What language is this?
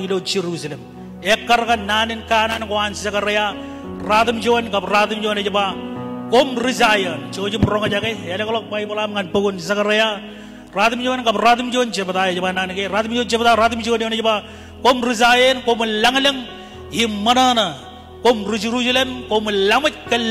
Marshallese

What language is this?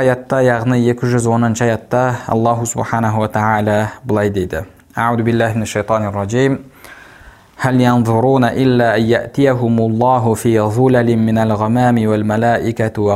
Kazakh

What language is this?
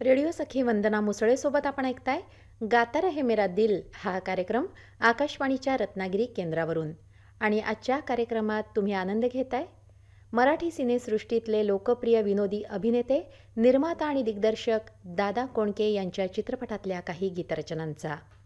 Marathi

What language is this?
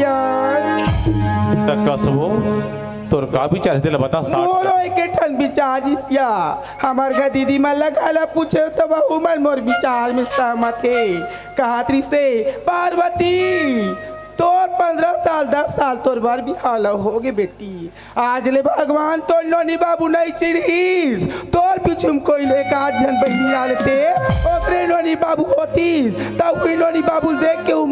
Chhattisgarhi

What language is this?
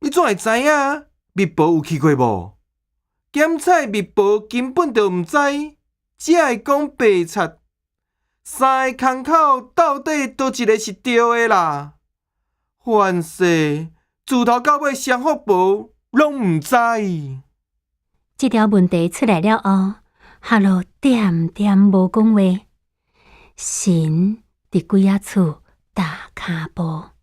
Min Nan Chinese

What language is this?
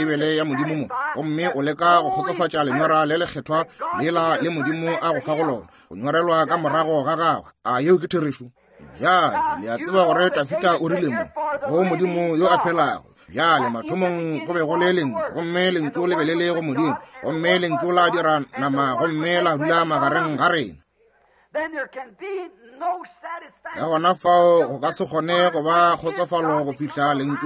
Northern Sotho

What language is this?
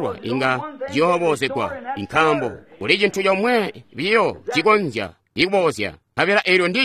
Tonga (Zambia)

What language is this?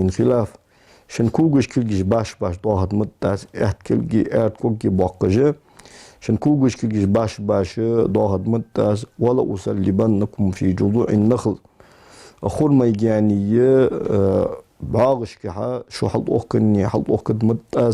Ingush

